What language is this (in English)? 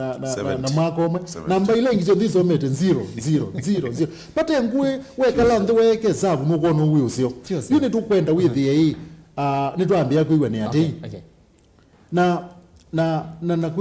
Kamba